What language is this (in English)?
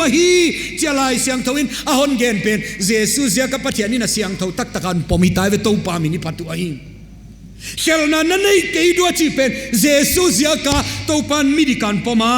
Paite Chin